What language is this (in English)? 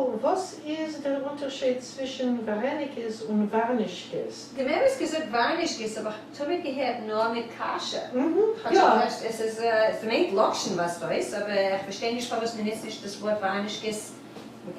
Yiddish